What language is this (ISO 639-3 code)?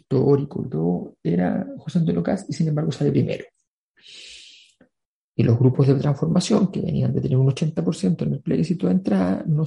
spa